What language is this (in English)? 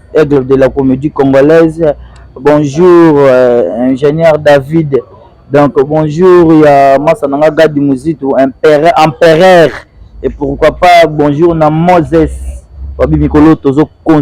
Lingala